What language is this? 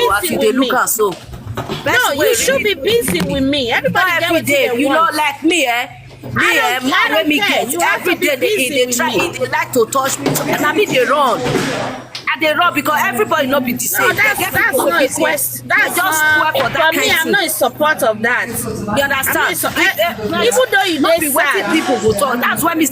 Nigerian Pidgin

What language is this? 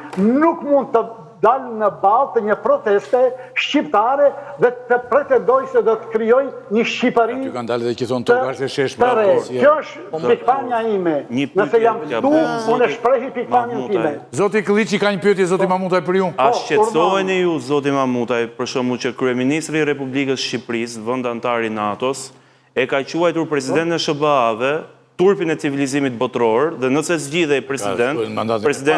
Albanian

